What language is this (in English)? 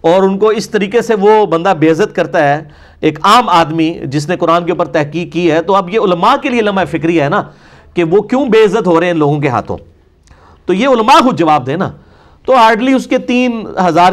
Urdu